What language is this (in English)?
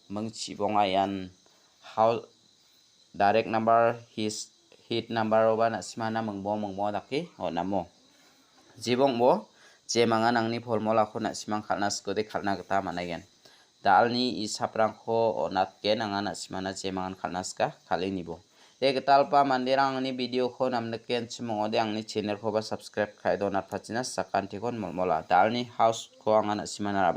Garo